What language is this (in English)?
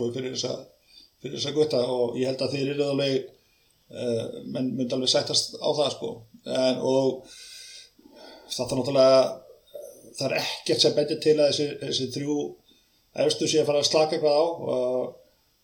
Icelandic